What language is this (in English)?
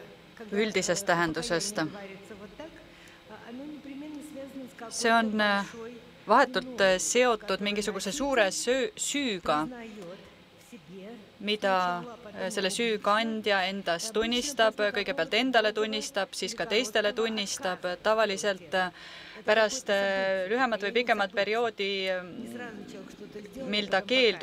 Estonian